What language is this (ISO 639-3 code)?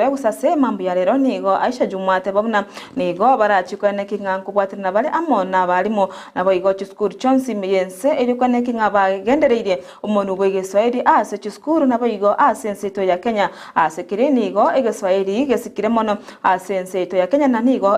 guz